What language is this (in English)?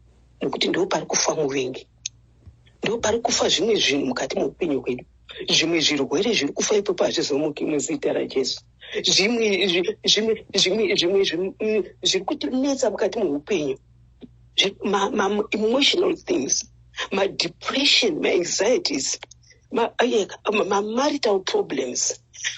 Shona